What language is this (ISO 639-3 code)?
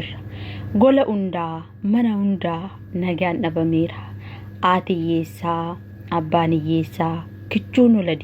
orm